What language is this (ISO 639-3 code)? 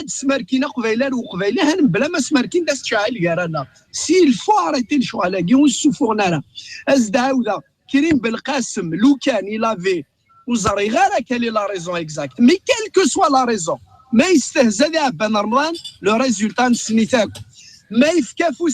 kab